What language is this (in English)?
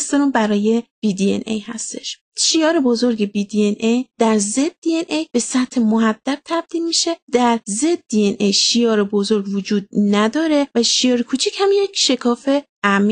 Persian